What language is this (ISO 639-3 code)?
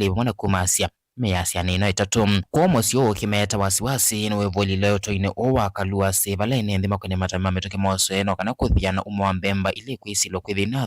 kam